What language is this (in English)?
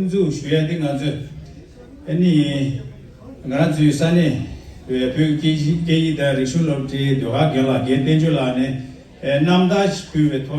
Tibetan